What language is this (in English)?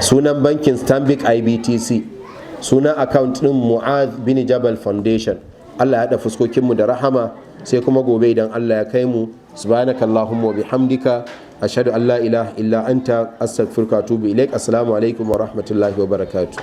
Hausa